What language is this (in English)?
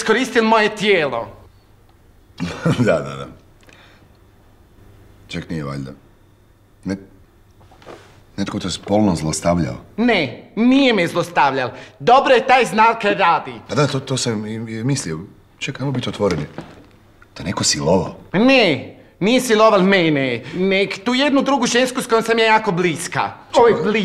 Croatian